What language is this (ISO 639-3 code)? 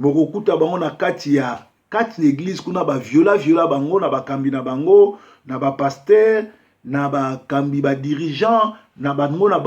lin